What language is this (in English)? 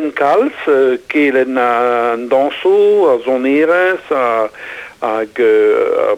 Breton